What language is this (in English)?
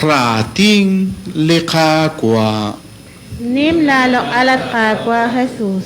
Kekchí